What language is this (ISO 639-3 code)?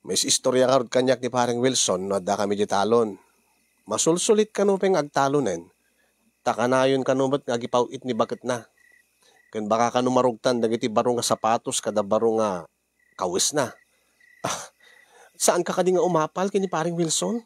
ilo